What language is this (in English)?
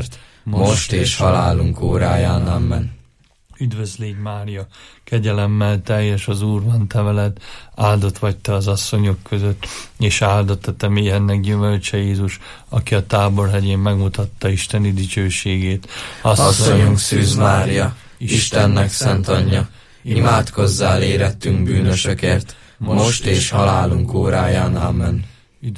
Hungarian